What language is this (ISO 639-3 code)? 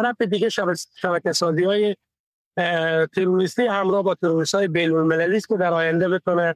fas